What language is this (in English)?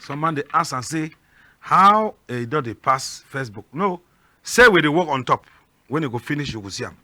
Cameroon Pidgin